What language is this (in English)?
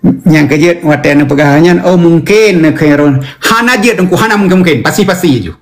Achinese